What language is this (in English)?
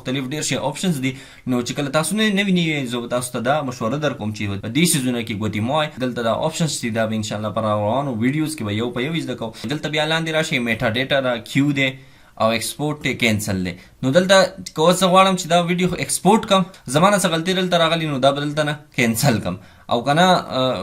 Pashto